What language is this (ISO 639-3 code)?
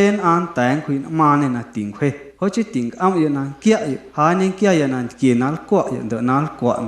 amu